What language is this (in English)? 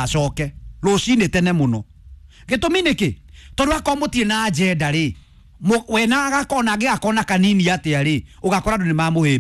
Kikuyu